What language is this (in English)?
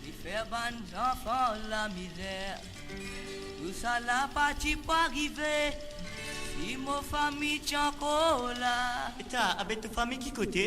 Morisyen